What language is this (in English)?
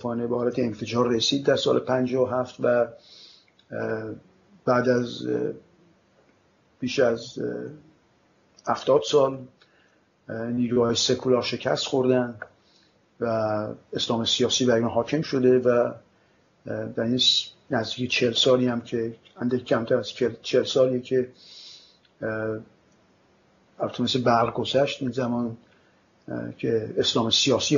Persian